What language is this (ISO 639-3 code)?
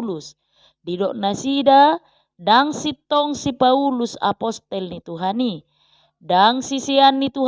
bbc